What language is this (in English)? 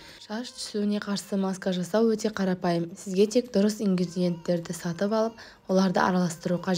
Kazakh